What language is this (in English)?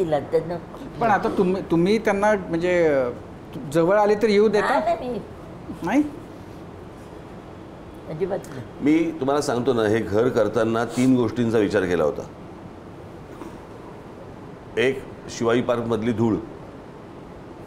Marathi